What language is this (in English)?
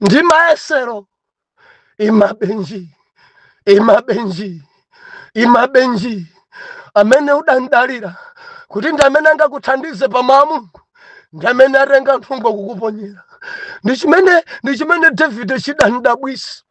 Nyanja